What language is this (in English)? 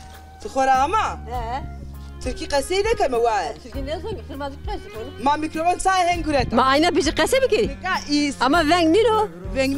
Zaza